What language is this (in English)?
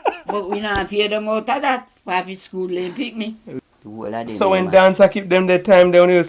Jamaican Creole English